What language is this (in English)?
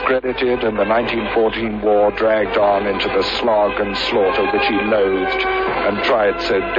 English